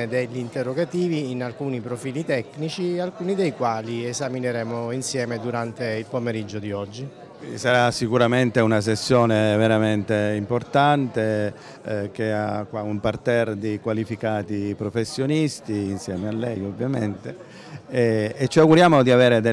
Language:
Italian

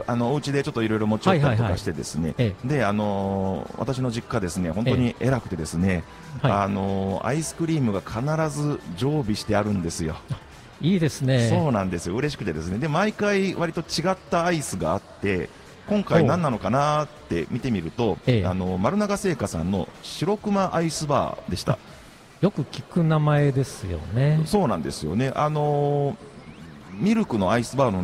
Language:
Japanese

